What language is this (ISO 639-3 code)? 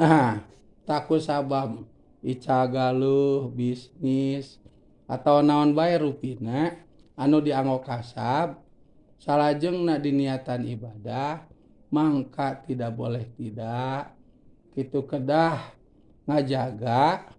sun